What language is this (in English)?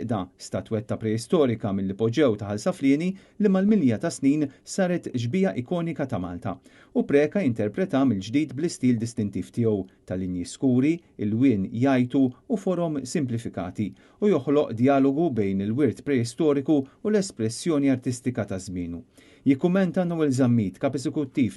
Maltese